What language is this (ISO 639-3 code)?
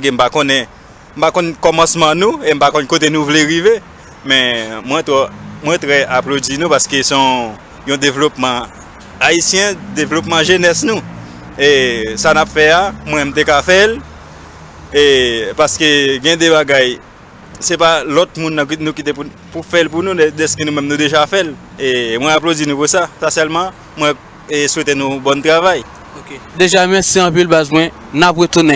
hat